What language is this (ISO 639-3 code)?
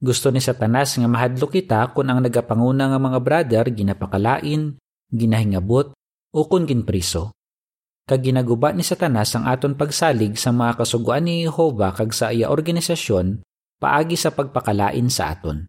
hil